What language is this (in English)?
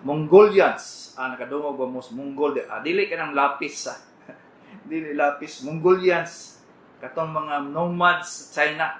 Cebuano